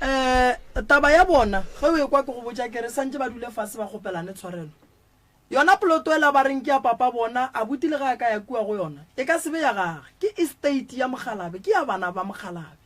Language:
Northern Sotho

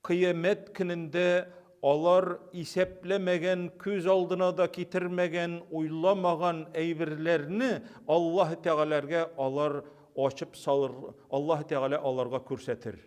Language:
Tatar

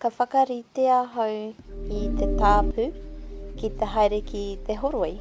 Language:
Māori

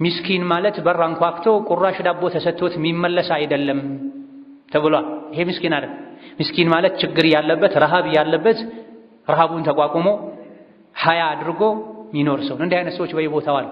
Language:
Amharic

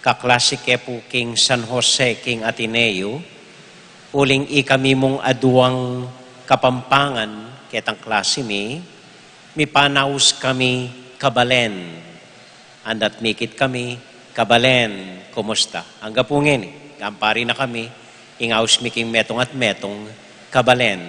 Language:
Pampanga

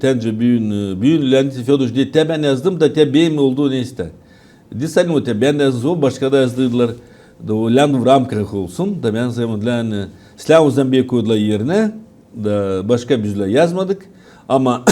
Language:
Gagauz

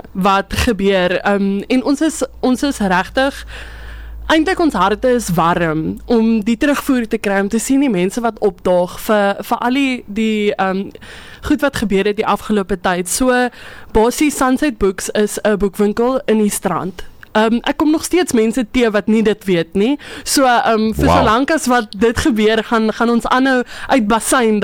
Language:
Afrikaans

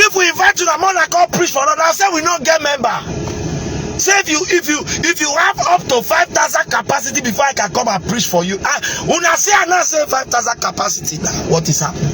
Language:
Nigerian Pidgin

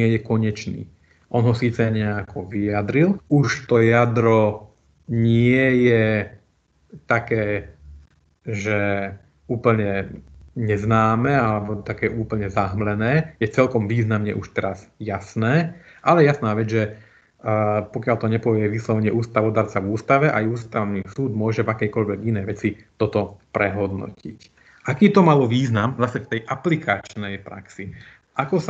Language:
Slovak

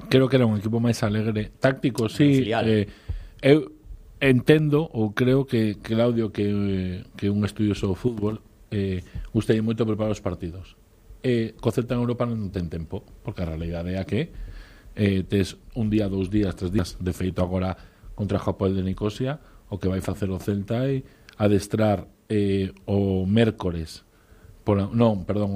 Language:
Galician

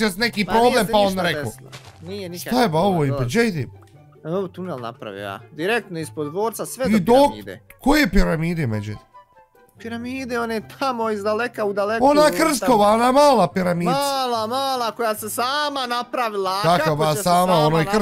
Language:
Bosnian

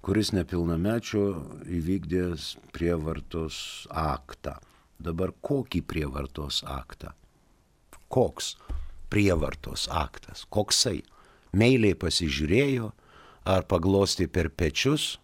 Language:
Lithuanian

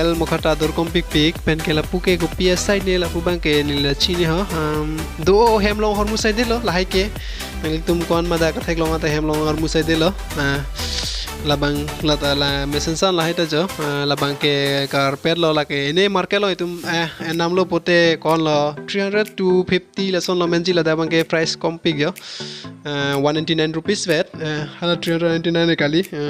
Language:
Karbi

